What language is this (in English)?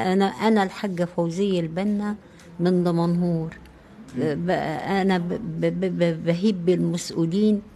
Egyptian Arabic